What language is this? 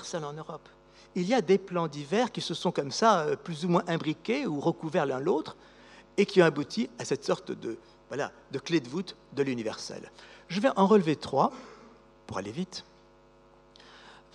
French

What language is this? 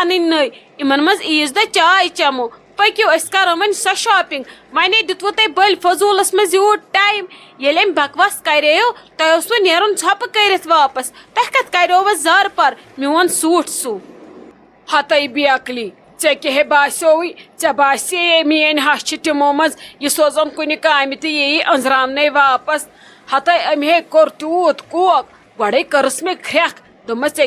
Kashmiri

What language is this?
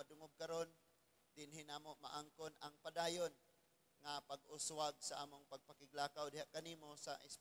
Cebuano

